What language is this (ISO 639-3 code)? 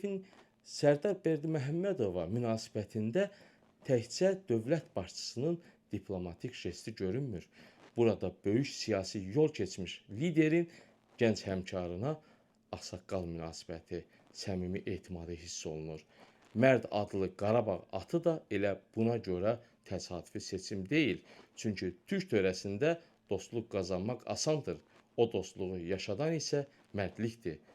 aze